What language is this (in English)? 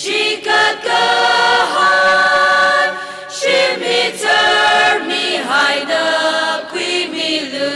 Tangkhul Naga (India)